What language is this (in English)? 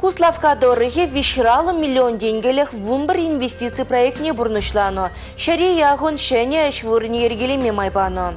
Chuvash